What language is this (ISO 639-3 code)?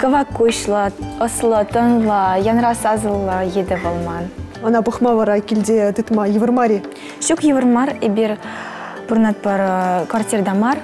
chv